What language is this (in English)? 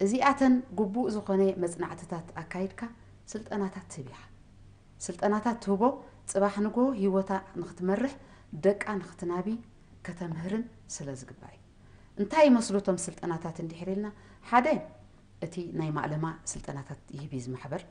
Tigrinya